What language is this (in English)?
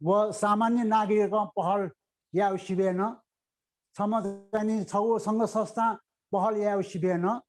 Newari